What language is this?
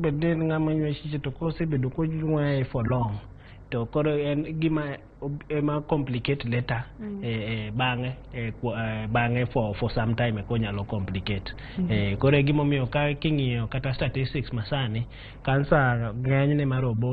Luo (Kenya and Tanzania)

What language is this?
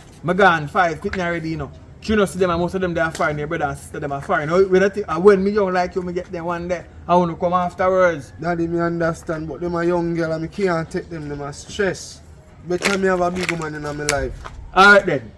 Jamaican Creole English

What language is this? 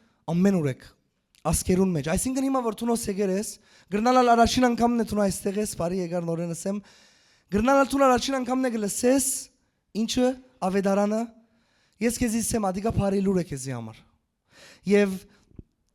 Western Armenian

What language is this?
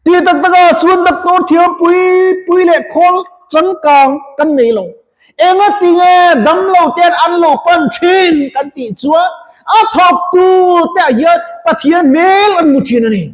Mizo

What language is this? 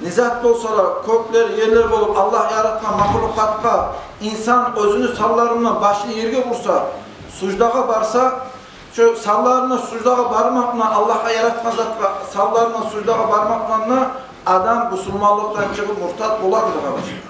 Kumyk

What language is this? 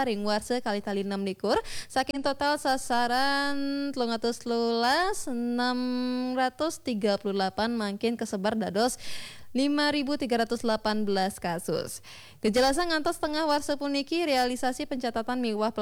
Balinese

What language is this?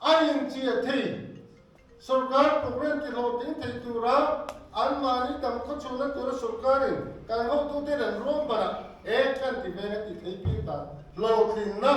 Mizo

